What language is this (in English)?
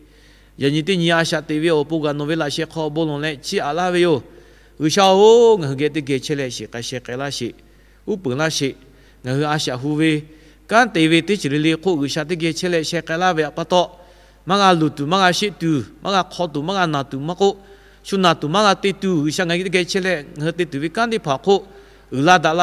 Lahu